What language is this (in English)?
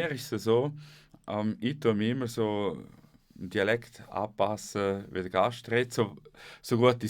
Swiss German